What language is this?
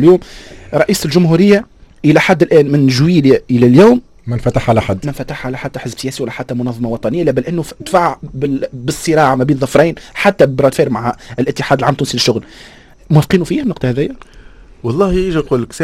Tunisian Arabic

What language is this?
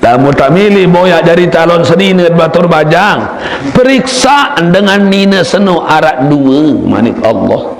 Sasak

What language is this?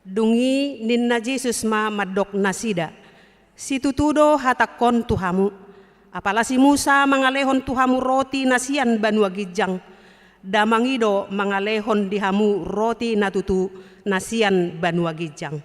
Batak Toba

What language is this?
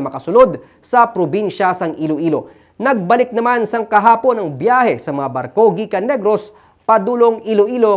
Hiligaynon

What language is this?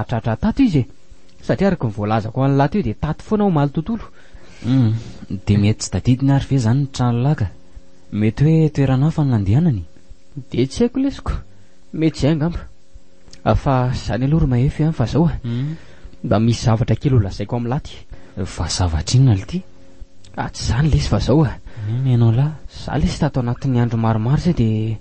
Malagasy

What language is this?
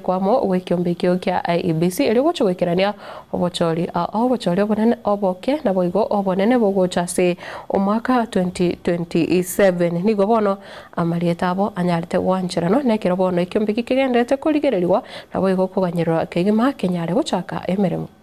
Gusii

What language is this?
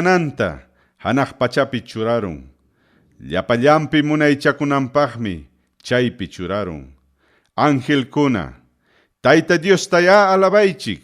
Ayacucho Quechua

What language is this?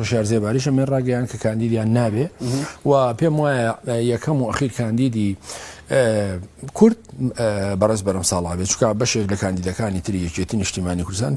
Central Kurdish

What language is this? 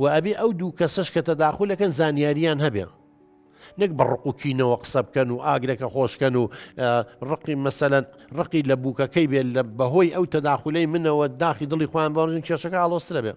Central Kurdish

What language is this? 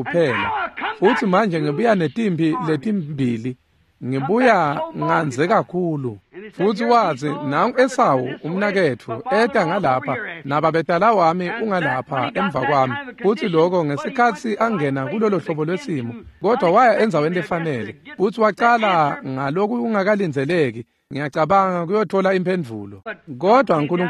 Swati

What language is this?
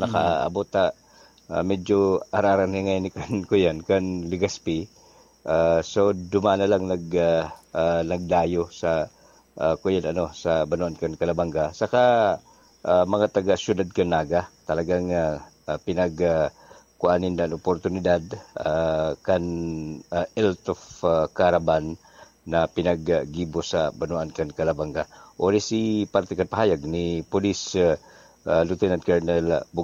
Bikol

